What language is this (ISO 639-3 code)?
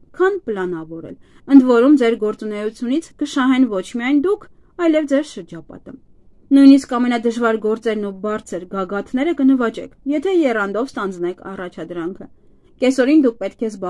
hye